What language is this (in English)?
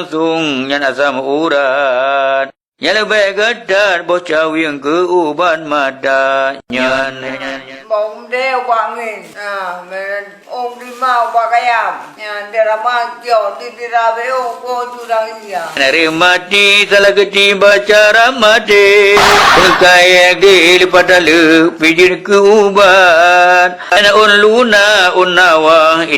Achinese